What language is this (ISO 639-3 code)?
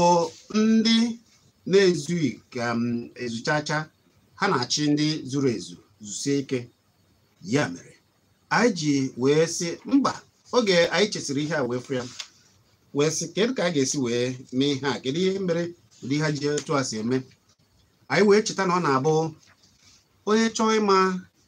ibo